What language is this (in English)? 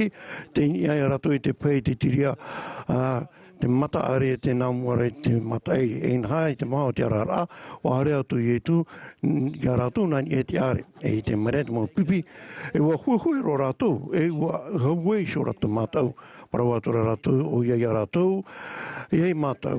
Tahitian